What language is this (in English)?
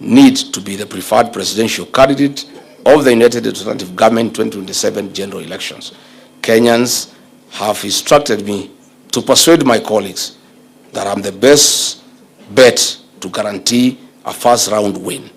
Gusii